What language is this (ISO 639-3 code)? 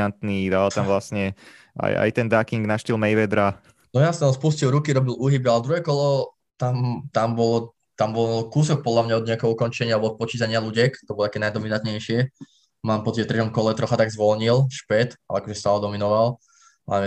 slk